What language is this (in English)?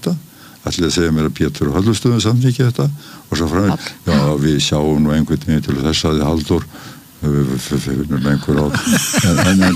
Icelandic